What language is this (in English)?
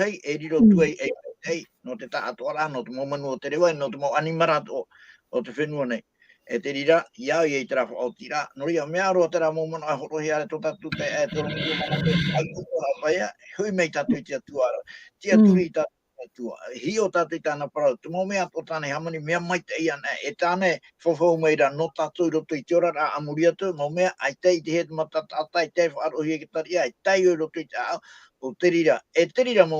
Tahitian